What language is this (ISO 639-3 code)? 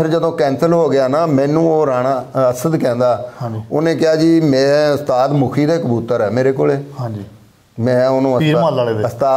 pan